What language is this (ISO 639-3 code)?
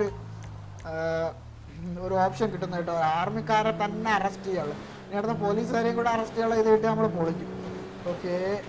mal